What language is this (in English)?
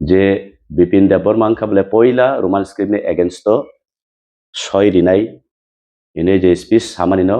Kok Borok